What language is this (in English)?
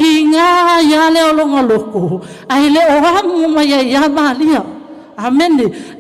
Samoan